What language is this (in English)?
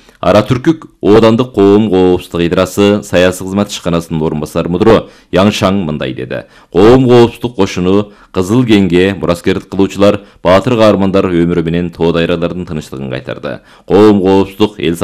Kyrgyz